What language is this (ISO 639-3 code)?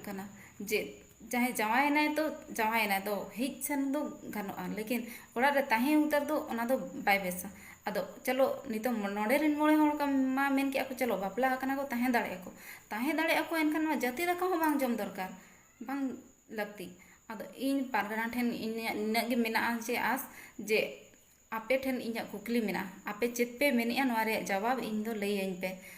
sat